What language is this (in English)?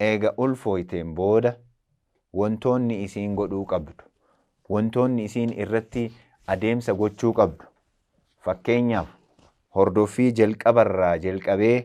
Oromo